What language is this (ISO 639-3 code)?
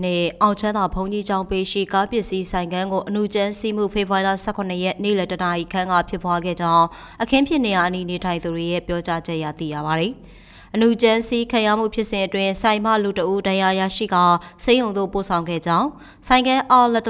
mya